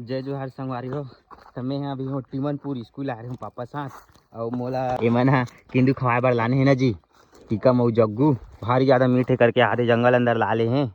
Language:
Chhattisgarhi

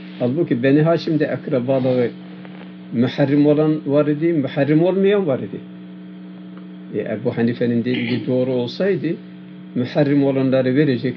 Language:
Turkish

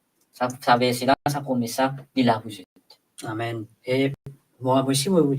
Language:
Morisyen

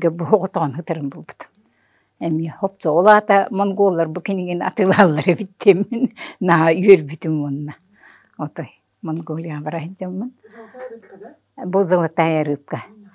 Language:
Yakut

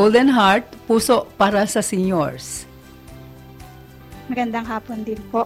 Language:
Filipino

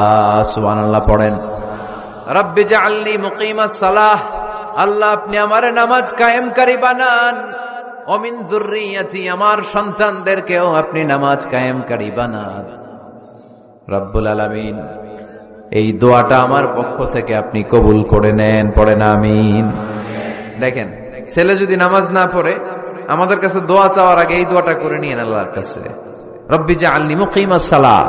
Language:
Bangla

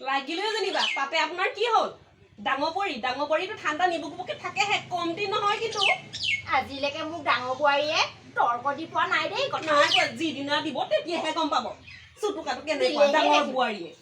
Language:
Assamese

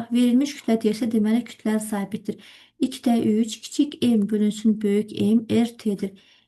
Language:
Azerbaijani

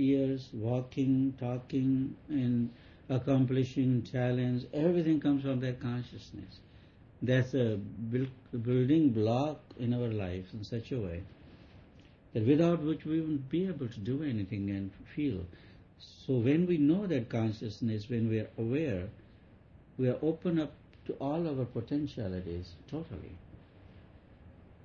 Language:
English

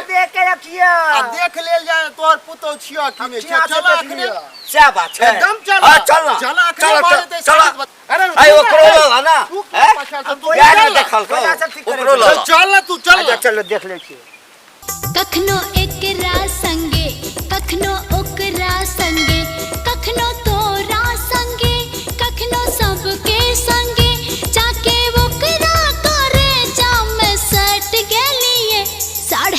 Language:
Maithili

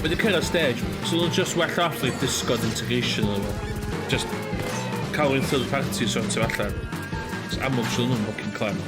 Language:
Welsh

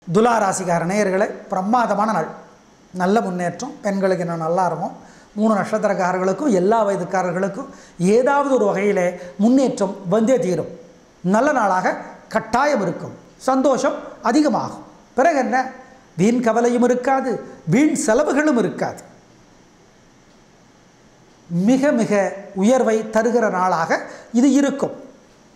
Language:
Tamil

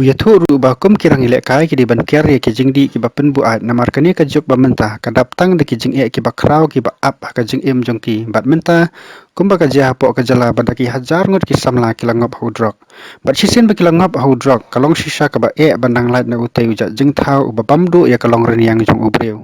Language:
Khasi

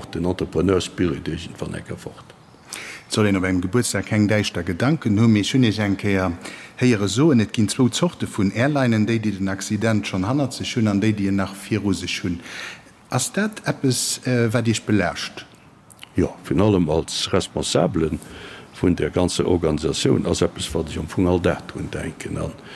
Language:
Luxembourgish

